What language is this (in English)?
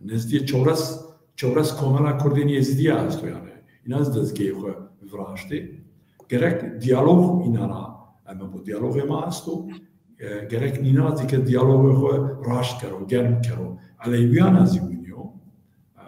Zaza